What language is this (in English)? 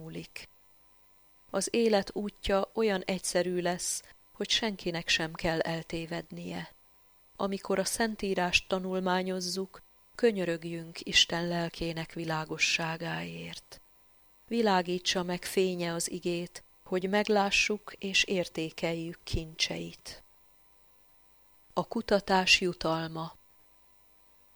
Hungarian